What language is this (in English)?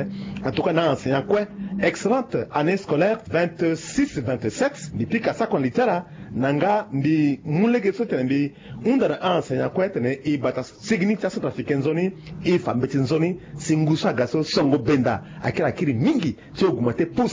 Sango